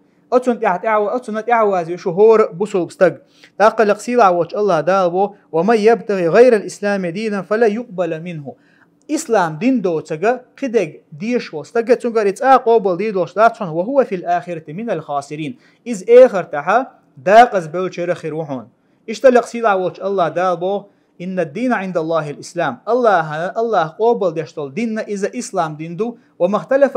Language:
Chechen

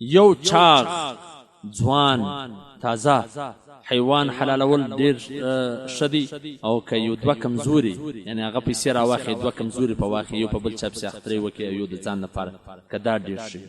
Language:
Pashto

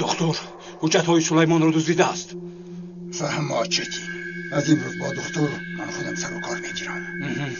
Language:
Tajik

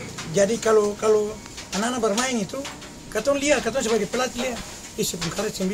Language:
Ambonese Malay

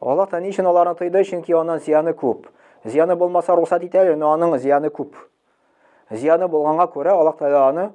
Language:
Tatar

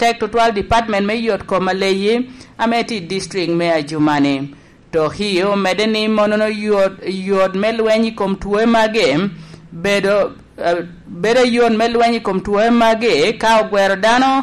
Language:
Lango (Uganda)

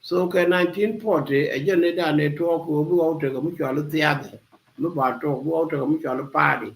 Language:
Nuer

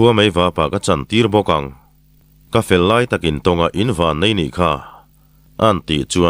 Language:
Mizo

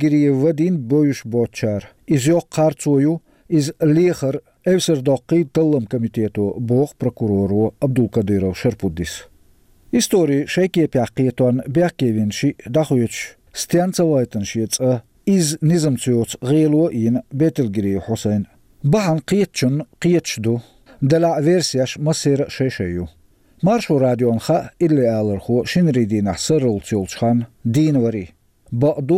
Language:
Chechen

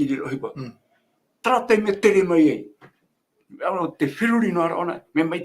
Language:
Tahitian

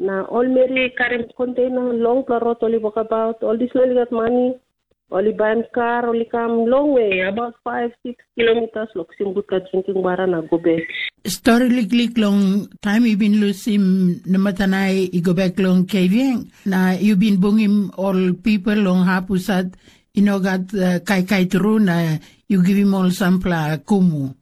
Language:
Tok Pisin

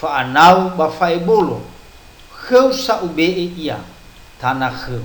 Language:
Nias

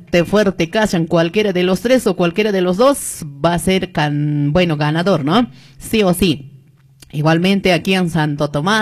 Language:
Quechua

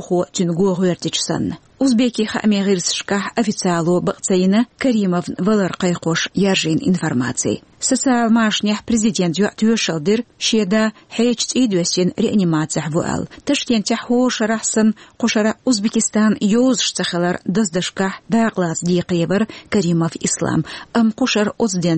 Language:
Chechen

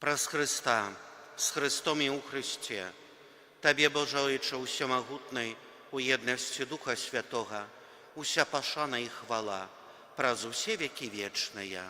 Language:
Belarusian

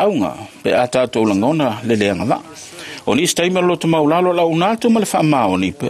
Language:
Samoan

